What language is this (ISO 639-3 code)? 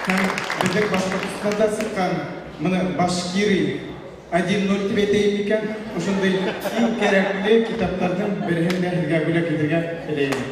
bak